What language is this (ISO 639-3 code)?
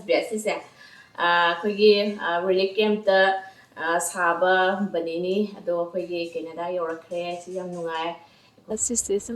mni